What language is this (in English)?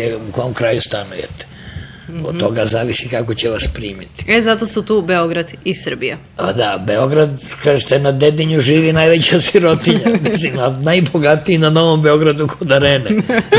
Serbian